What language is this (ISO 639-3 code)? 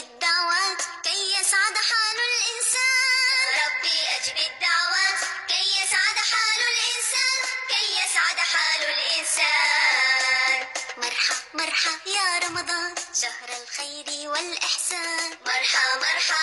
ara